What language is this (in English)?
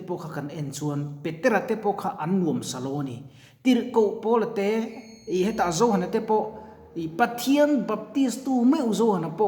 Mizo